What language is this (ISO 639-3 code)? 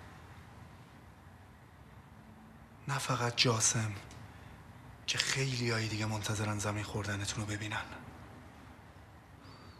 fas